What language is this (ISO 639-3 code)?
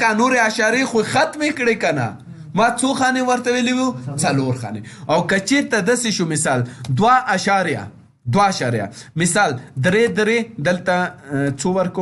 pus